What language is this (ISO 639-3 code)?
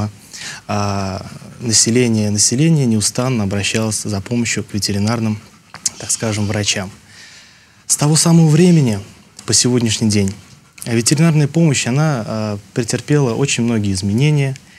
rus